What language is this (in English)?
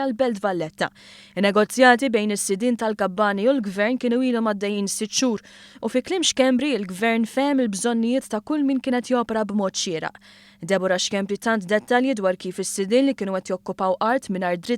Maltese